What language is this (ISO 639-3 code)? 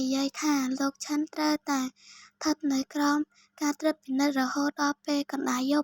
khm